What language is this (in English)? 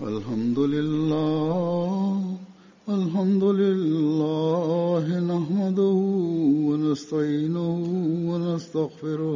Bosnian